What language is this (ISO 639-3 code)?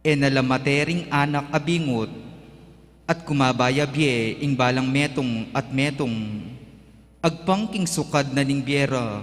pam